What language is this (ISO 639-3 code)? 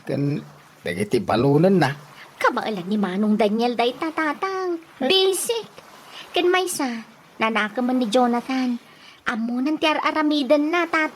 ilo